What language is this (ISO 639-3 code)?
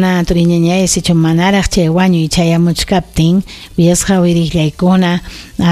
quy